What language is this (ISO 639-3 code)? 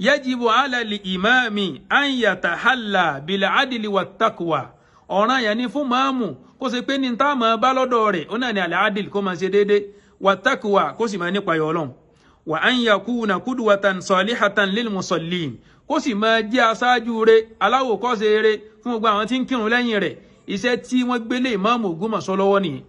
yor